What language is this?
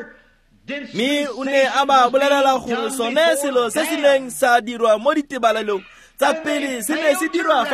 Tswana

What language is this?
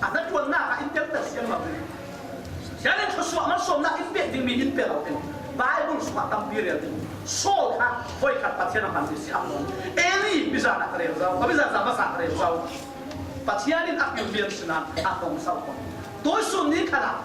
Falam Chin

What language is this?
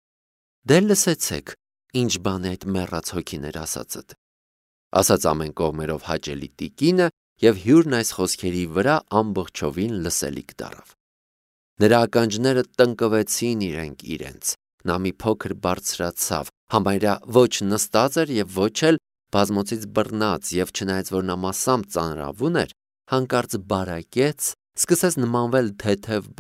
Armenian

